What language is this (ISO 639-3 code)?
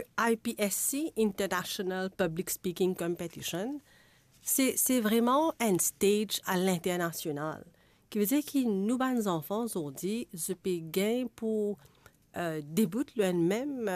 mfe